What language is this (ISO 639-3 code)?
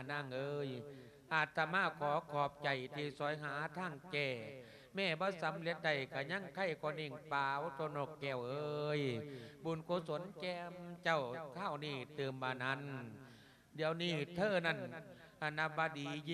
lao